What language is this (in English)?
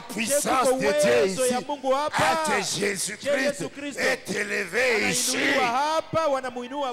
Swahili